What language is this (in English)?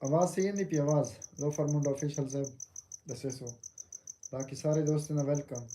Saraiki